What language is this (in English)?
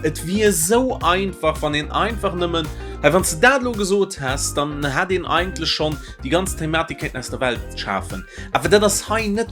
Luxembourgish